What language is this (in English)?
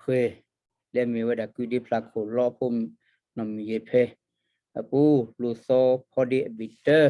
S'gaw Karen